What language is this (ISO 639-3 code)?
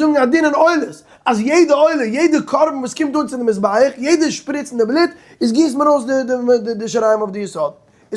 yid